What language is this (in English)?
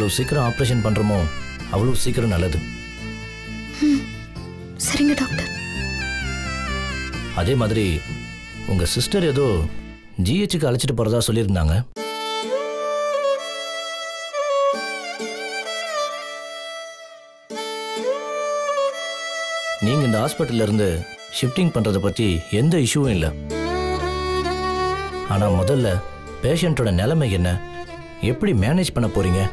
Tamil